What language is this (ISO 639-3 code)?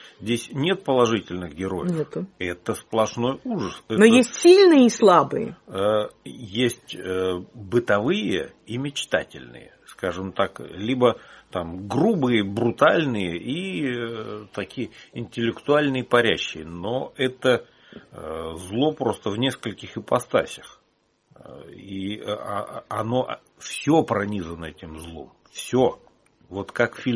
rus